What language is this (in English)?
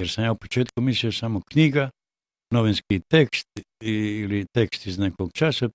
Bosnian